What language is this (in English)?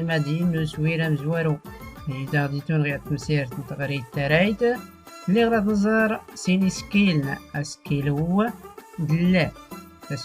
Tachelhit